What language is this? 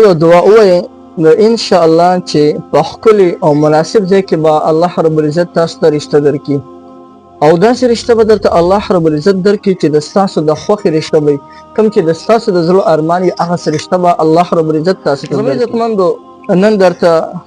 Pashto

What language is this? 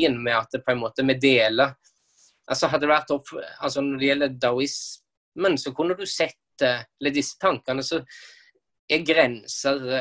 Norwegian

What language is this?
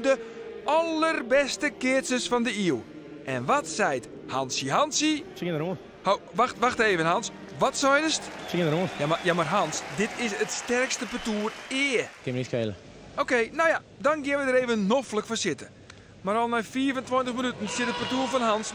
Western Frisian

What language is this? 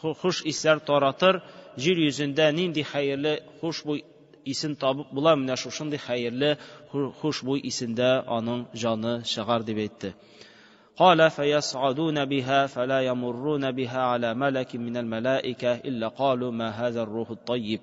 Tatar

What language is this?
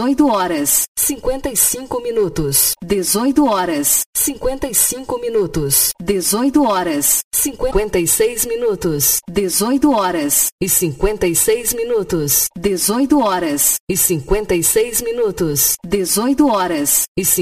Portuguese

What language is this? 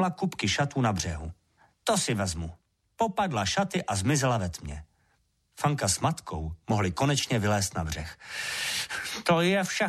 Czech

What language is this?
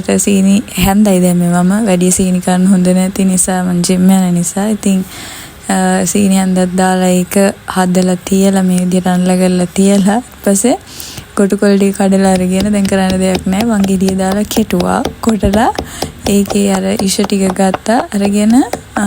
Sinhala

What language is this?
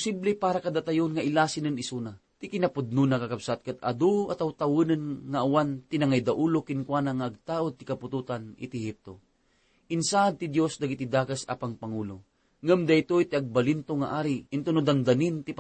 Iloko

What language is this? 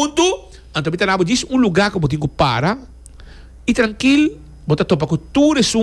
Papiamento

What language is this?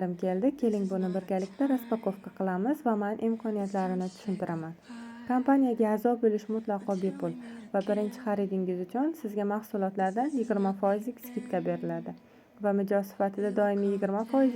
Uzbek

